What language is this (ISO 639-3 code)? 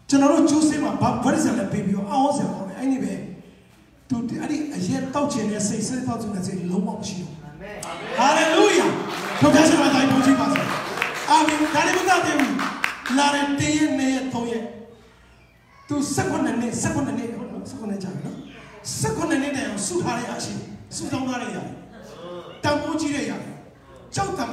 mya